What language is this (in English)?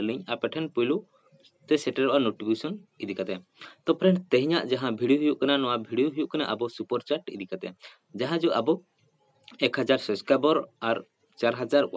Santali